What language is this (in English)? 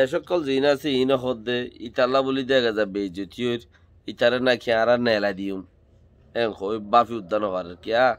Rohingya